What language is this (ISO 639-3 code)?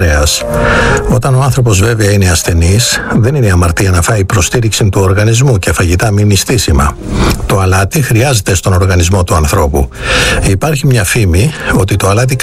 ell